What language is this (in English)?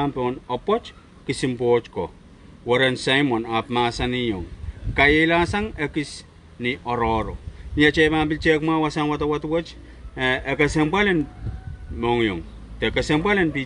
Pohnpeian